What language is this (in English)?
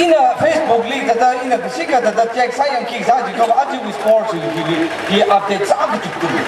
Tangkhul Naga (India)